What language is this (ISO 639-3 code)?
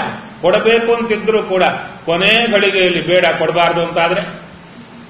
kan